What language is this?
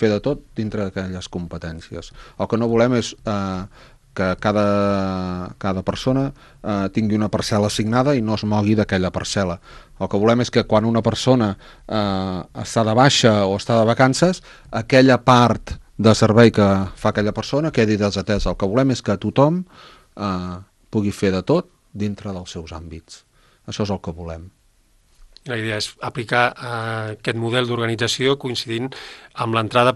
Catalan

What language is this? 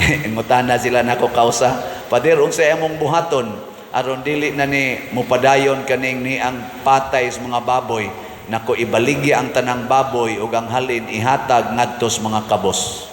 Cebuano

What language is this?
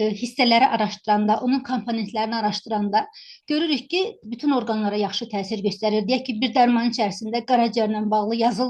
Azerbaijani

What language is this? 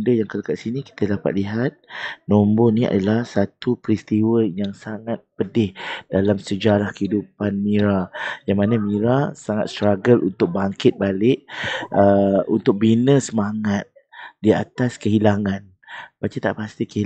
Malay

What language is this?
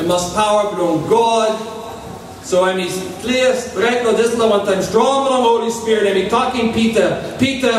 Tok Pisin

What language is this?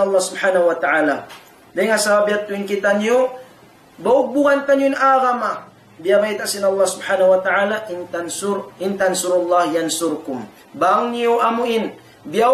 Tausug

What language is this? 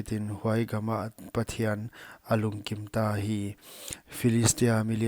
Paite Chin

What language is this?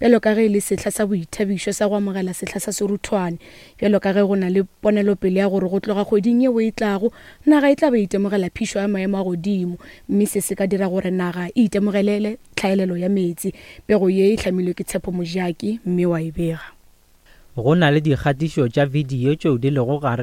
Northern Sotho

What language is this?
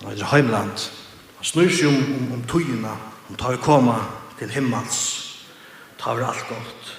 Faroese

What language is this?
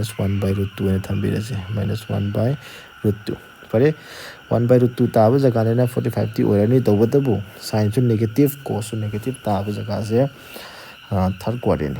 Manipuri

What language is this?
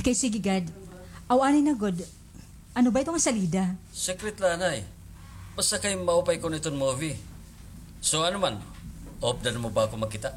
Waray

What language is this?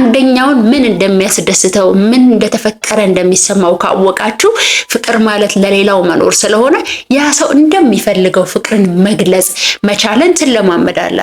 Amharic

